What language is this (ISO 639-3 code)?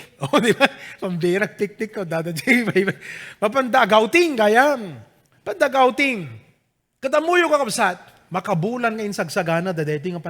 ilo